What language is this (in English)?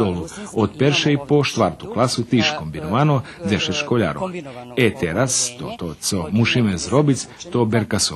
Rusyn